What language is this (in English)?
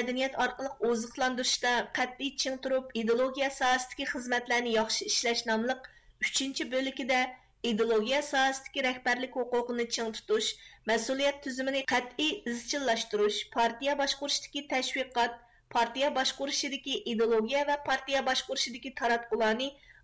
Uyghur